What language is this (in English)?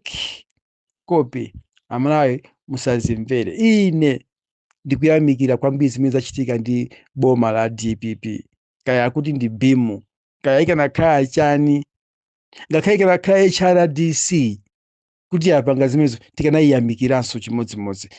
Nyanja